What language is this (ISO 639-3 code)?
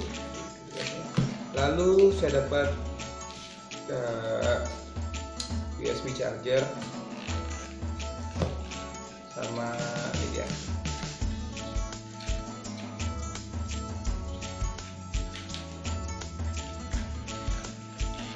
ind